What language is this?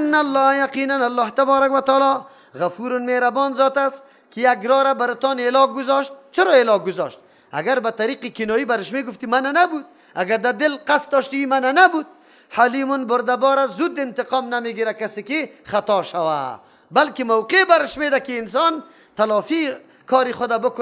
Persian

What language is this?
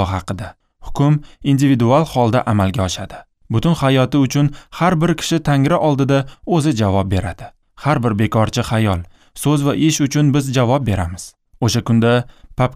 Uzbek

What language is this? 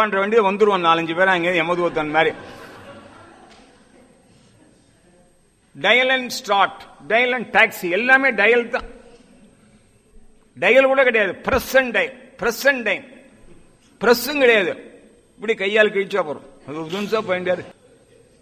Tamil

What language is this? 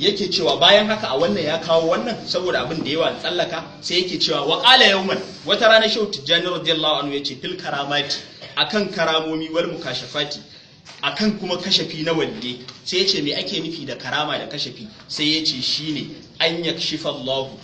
Hausa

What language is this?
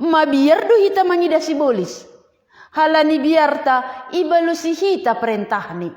Batak Simalungun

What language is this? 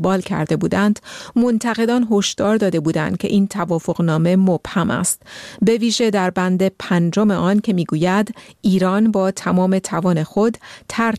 Persian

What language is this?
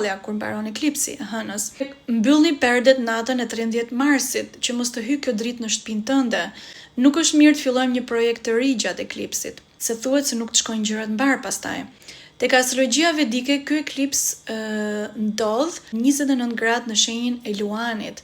Albanian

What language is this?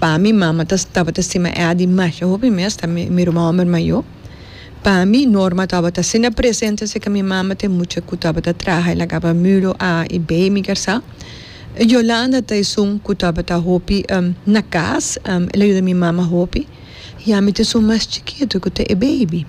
Papiamento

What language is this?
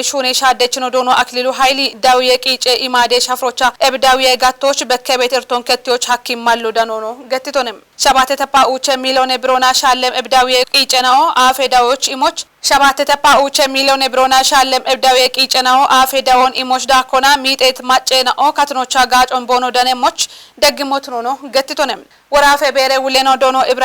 Kafa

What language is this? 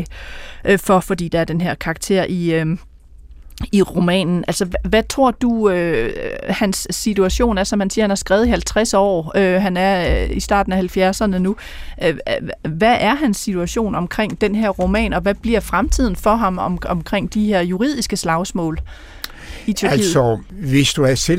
Danish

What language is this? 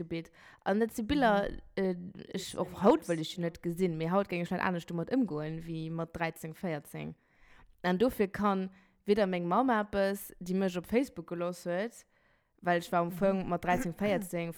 Luxembourgish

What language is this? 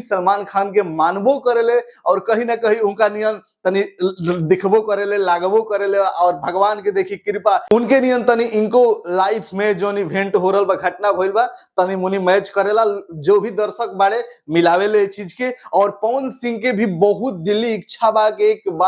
Bhojpuri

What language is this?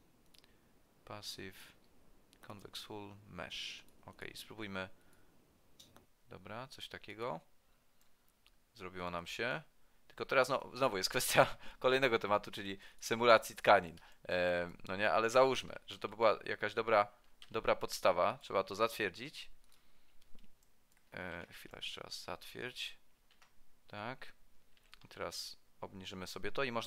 Polish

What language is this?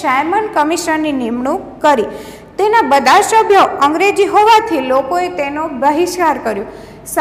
Gujarati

